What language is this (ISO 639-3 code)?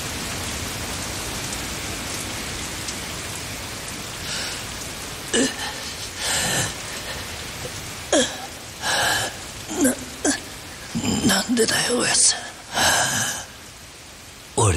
jpn